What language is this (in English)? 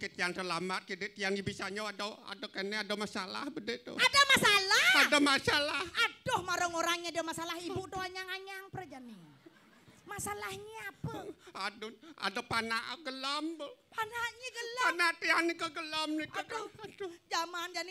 Balinese